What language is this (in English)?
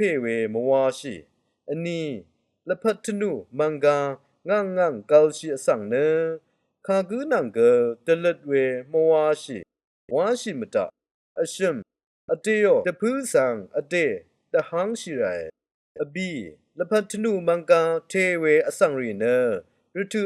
Rawang